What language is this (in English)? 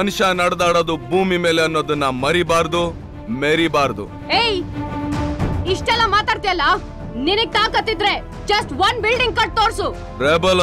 Kannada